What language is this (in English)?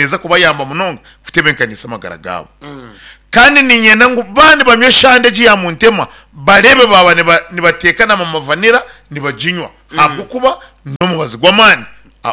Nyankole